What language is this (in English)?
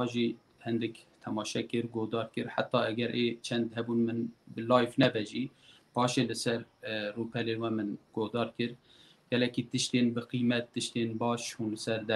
Kurdish